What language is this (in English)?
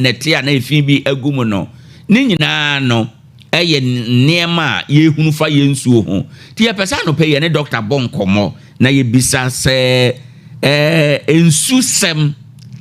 Akan